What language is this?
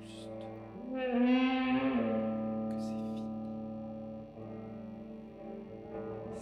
French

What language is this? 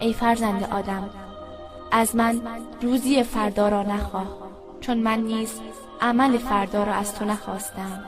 Tajik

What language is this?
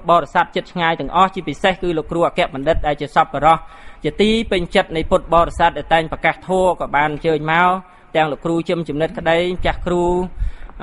Khmer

